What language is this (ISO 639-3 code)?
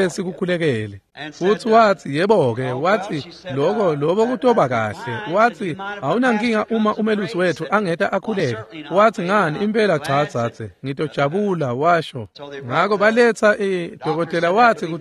ssw